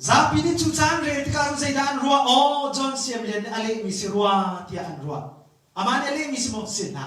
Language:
Hakha Chin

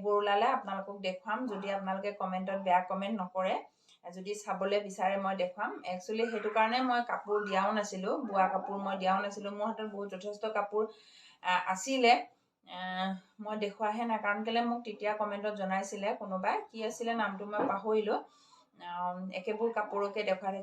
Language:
Assamese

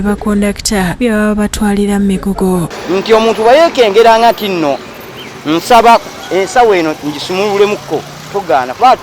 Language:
Ganda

